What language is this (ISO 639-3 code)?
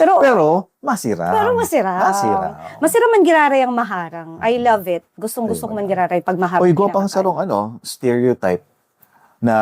bik